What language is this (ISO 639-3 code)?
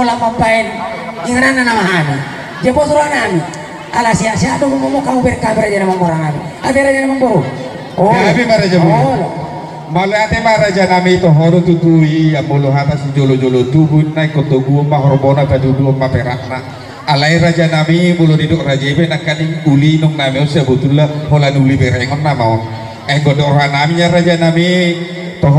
bbc